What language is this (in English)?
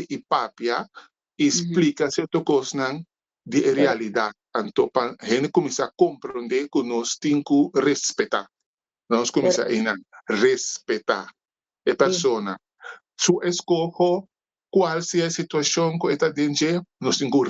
Papiamento